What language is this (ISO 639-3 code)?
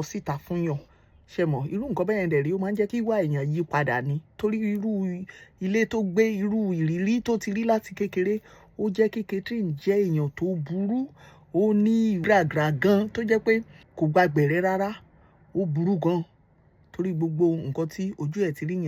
yor